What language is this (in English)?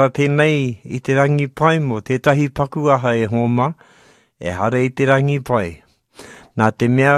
Māori